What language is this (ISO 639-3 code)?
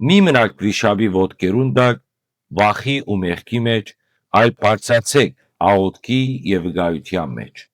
hyw